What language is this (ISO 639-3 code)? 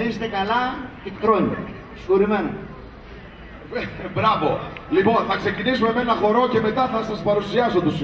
ell